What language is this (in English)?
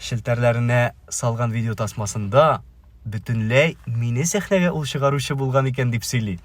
Tatar